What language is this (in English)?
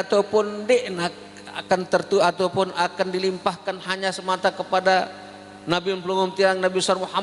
Sasak